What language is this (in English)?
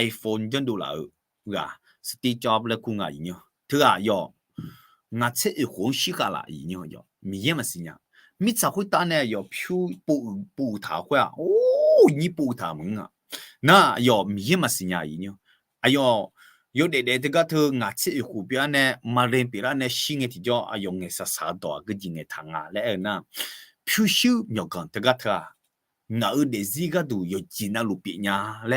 Akha